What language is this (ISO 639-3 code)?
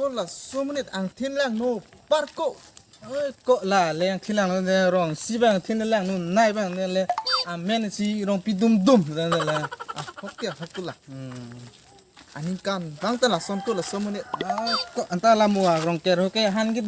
mjw